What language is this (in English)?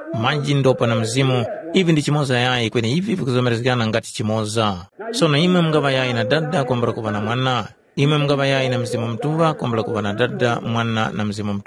Tumbuka